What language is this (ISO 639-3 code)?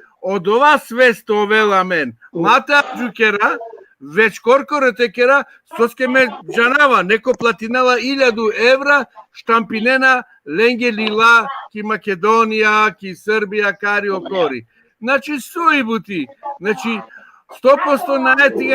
rmn